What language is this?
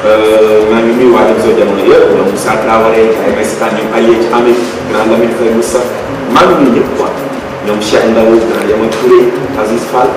Wolof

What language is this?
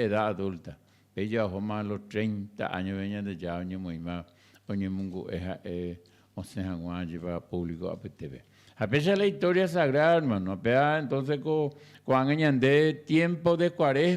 Guarani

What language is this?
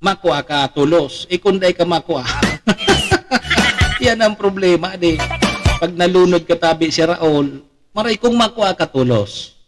Bikol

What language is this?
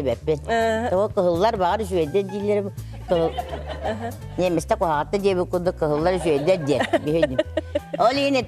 Yakut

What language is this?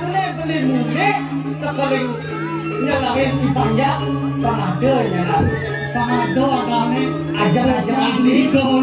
Balinese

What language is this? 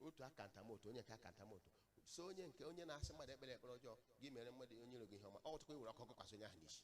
Igbo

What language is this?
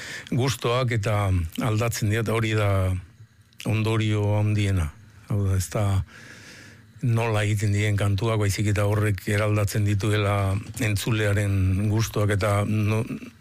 Basque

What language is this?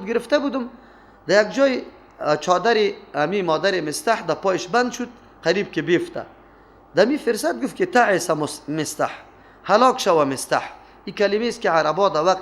Persian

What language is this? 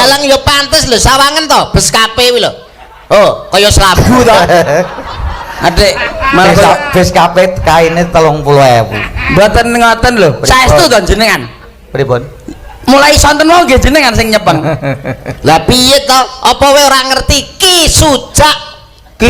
Javanese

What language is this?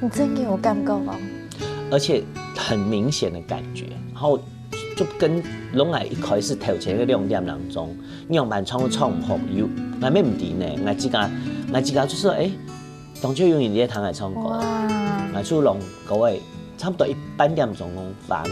Hakka Chinese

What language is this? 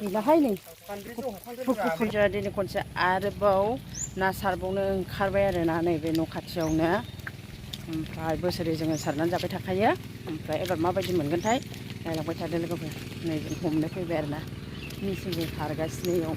Bodo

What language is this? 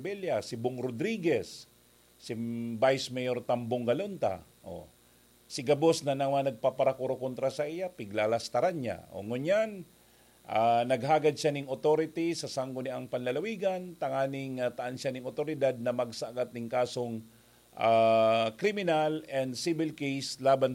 Bikol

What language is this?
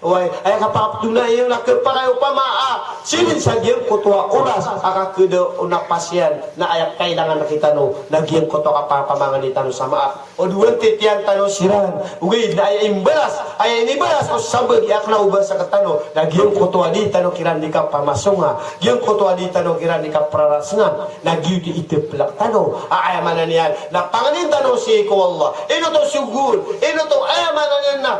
Maranao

